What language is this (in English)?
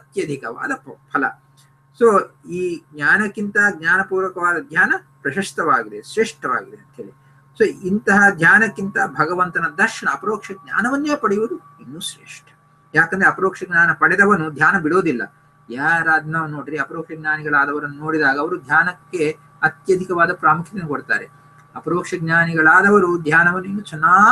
Kannada